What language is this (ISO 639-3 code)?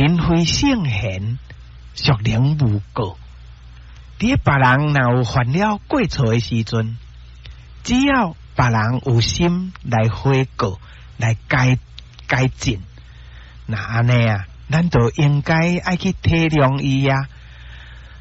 nan